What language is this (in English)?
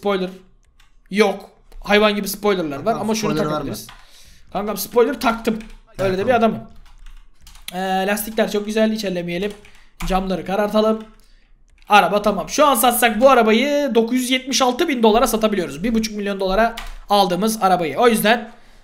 Turkish